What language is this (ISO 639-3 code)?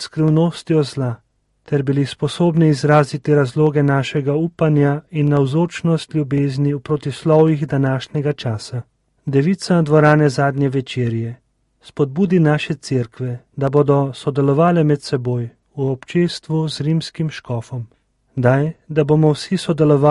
slv